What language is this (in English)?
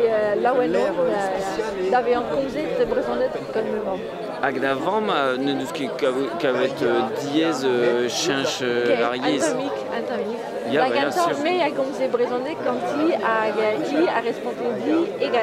Breton